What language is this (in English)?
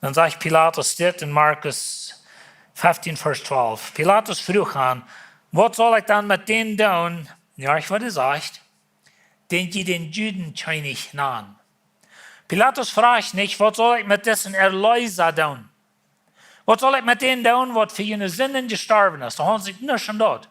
Plautdietsch